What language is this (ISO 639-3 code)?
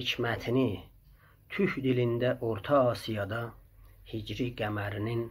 azb